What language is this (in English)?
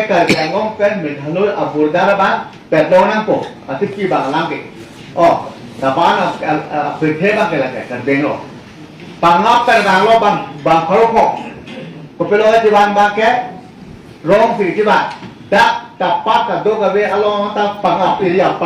Karbi